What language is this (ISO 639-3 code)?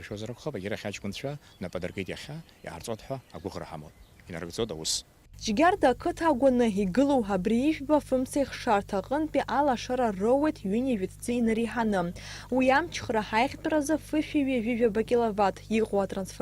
abk